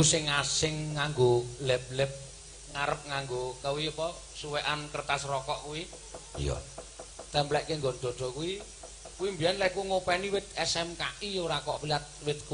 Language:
Javanese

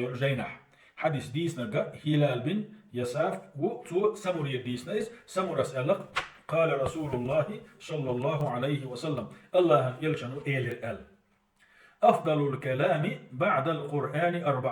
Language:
Chechen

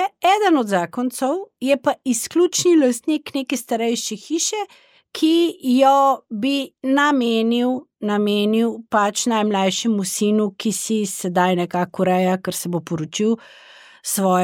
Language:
Slovenian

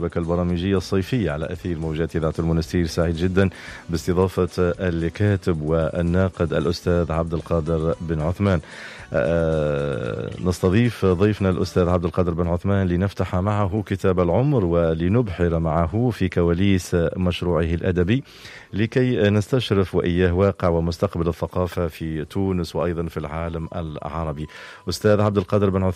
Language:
Tunisian Arabic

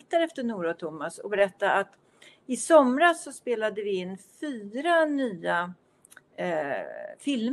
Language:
Swedish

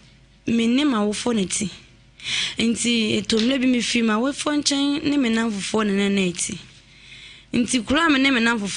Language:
Akan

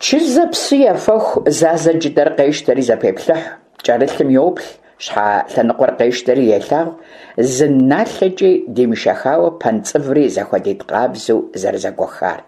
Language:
Kabardian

